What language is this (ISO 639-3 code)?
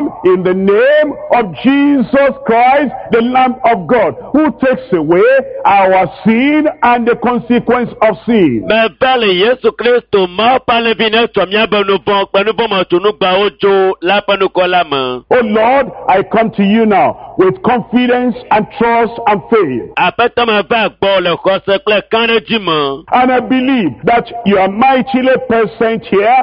ewe